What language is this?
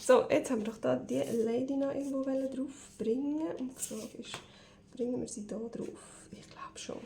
Swiss German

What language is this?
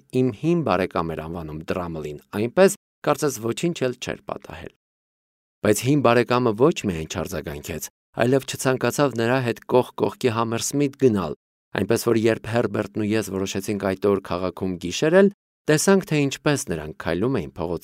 Armenian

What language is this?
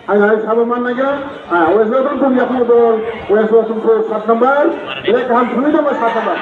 Kok Borok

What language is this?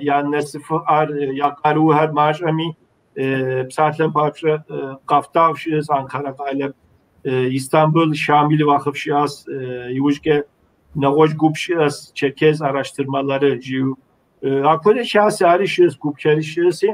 Kabardian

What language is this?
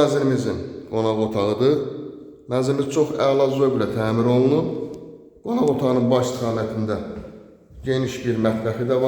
Azerbaijani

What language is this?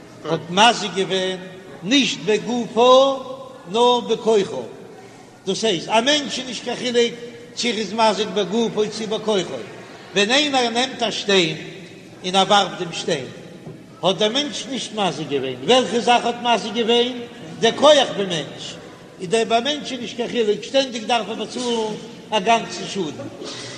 Yiddish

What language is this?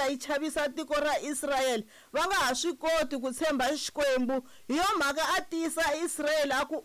Tsonga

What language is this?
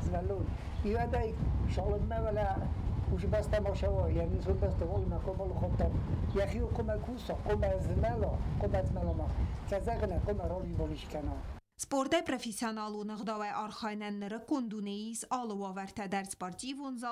Ossetic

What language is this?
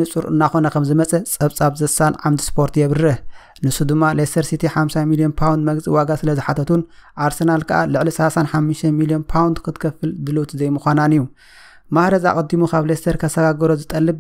Tigrinya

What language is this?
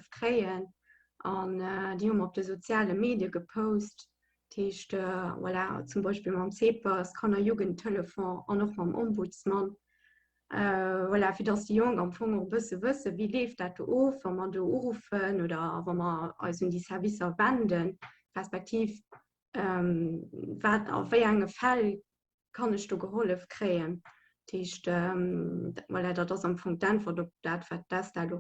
Luxembourgish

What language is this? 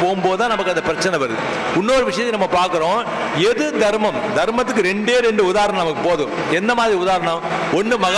Tamil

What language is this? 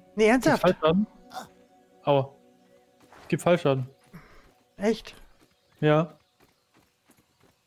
German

